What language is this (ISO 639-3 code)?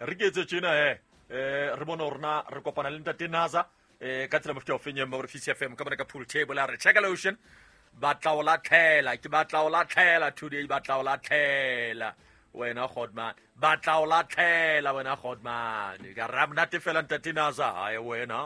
sot